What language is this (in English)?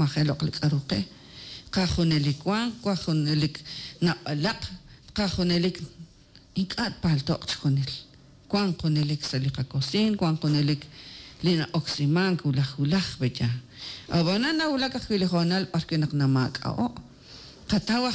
Kekchí